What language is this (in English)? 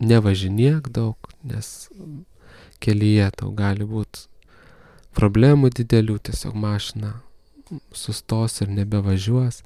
Lithuanian